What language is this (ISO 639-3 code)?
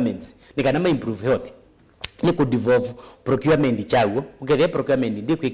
kam